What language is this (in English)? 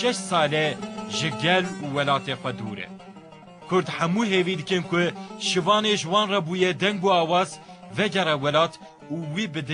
Kurdish